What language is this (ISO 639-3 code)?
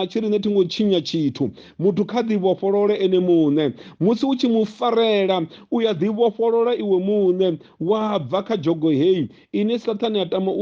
ven